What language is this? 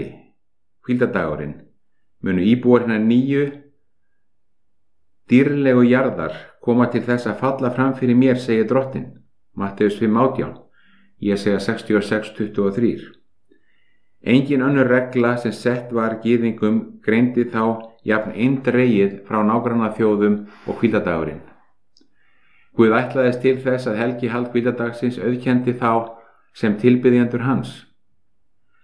Icelandic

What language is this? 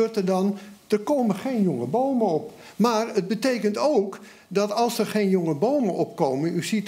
Dutch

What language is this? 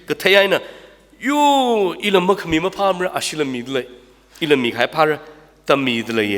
Tangkhul Naga (India)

